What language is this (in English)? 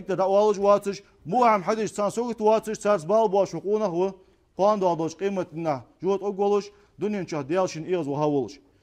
Ingush